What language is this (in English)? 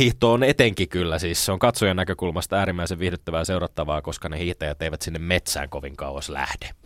Finnish